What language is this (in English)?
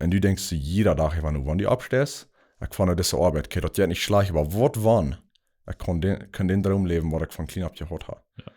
Plautdietsch